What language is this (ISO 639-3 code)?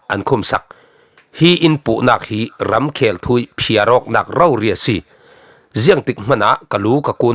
cfm